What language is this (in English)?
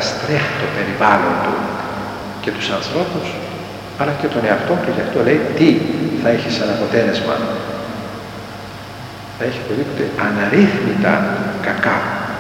Greek